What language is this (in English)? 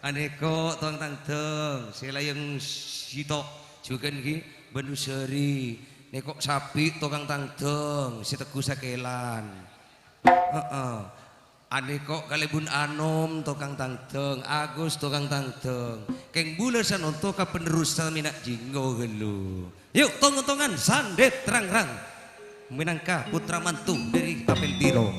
Madurese